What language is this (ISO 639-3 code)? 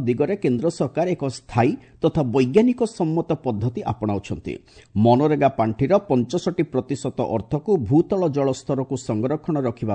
ori